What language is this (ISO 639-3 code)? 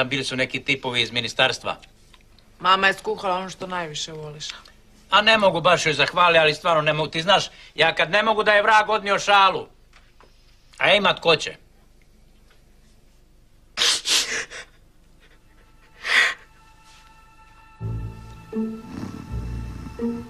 hrv